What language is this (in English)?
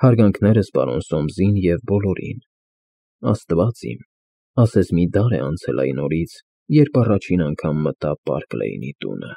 Armenian